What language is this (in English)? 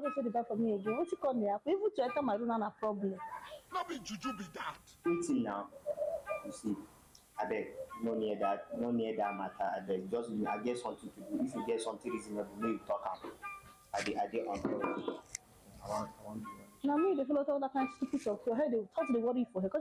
Nigerian Pidgin